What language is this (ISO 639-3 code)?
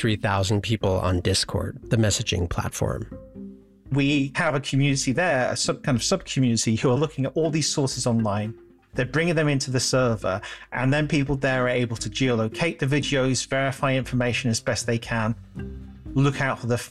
eng